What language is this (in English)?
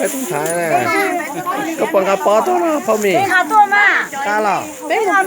Hmong